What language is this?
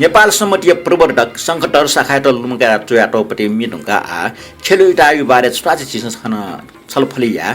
Newari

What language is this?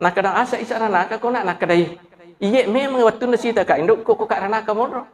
Buginese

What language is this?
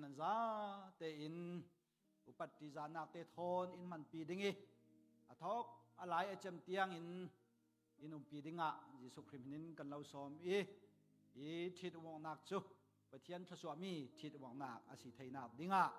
Falam Chin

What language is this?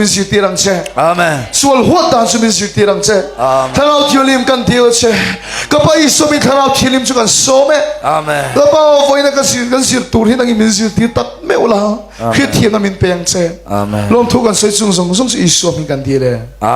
Hakha Chin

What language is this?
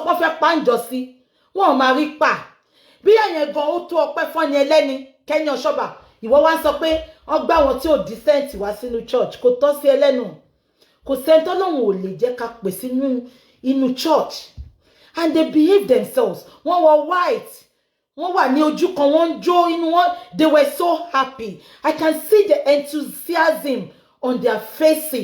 Yoruba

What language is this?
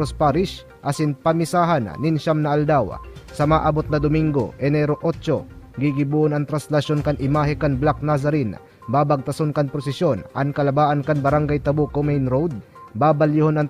Bikol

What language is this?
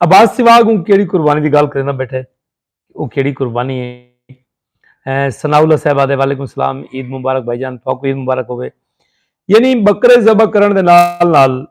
Saraiki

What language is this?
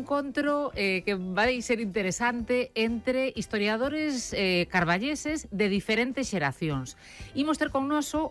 Galician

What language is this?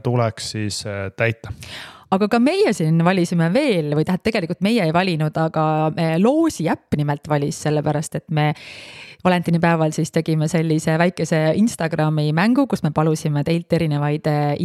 Estonian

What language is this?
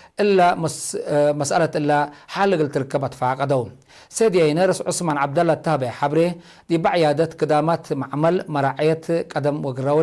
Tigre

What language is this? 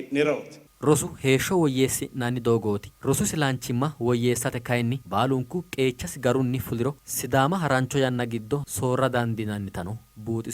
Sidamo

